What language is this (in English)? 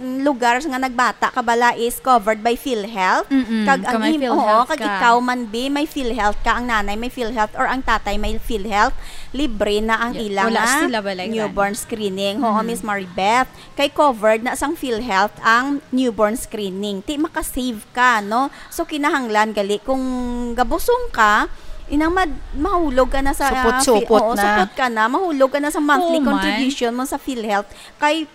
Hiligaynon